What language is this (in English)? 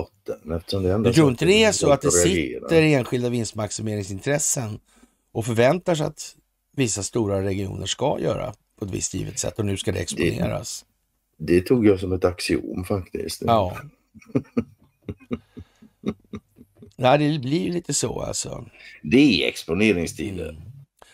Swedish